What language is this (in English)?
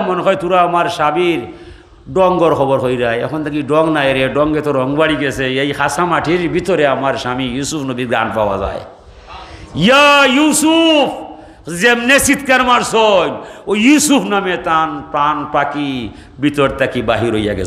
Sylheti